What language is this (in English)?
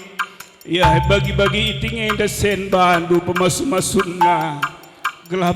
Batak Karo